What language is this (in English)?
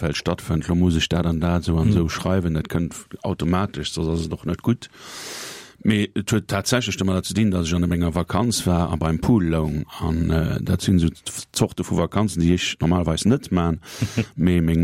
Luxembourgish